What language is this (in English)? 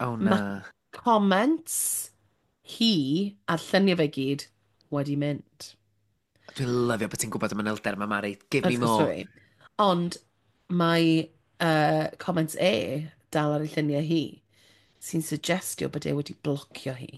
Welsh